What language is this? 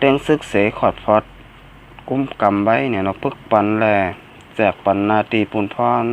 Shan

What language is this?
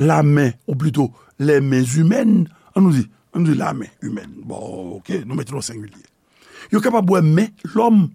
Haitian Creole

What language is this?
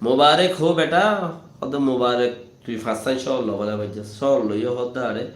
Rohingya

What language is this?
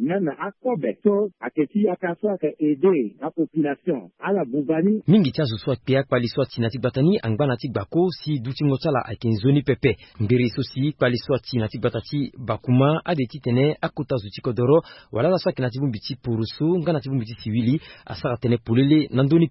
Sango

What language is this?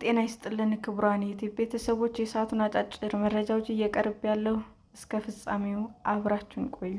Amharic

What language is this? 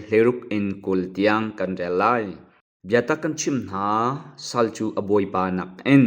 Hakha Chin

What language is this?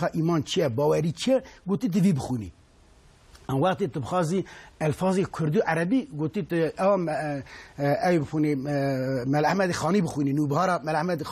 Kurdish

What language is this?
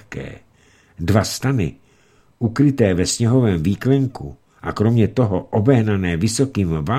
Czech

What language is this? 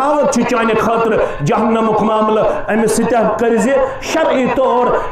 Kashmiri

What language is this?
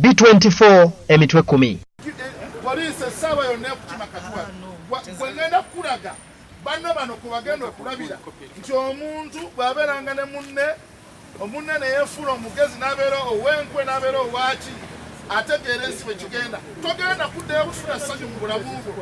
Ganda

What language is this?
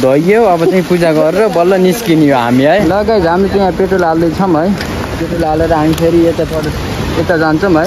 Nepali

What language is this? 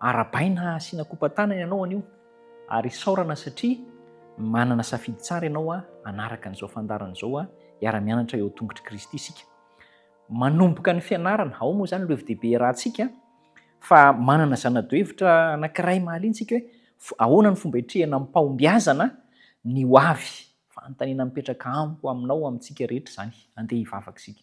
Malagasy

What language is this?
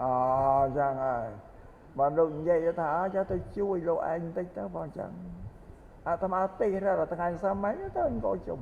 Khmer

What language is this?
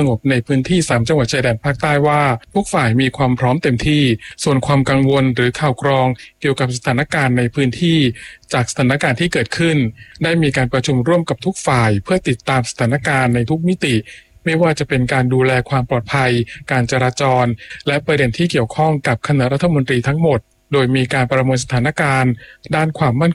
Thai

